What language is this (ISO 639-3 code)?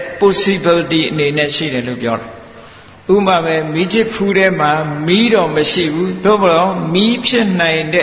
mya